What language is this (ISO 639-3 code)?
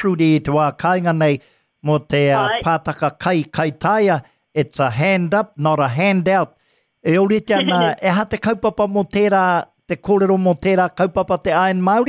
mri